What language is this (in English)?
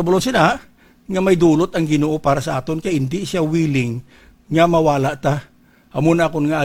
Hiligaynon